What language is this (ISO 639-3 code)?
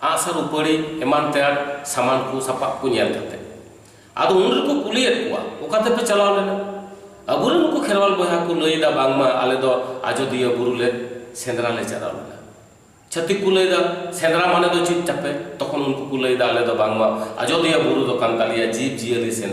sat